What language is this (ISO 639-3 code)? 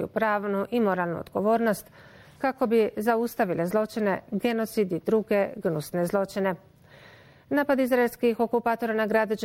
bos